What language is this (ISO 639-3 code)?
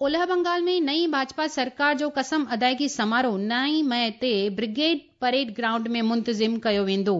snd